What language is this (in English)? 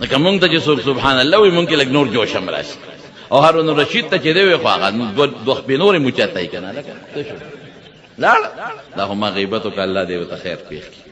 Pashto